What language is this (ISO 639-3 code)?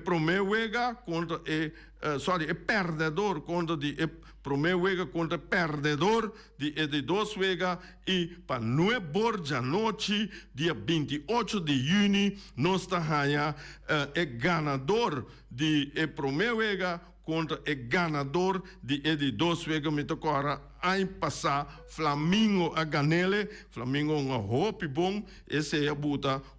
pap